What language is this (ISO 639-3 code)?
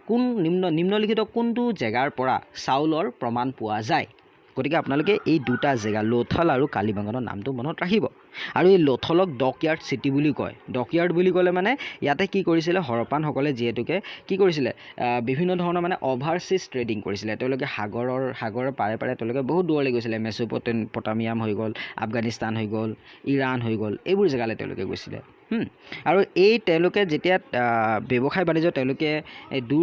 asm